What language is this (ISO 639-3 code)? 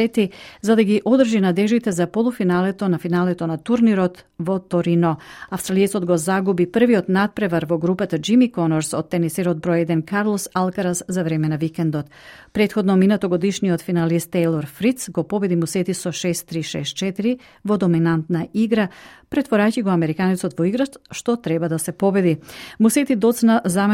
mkd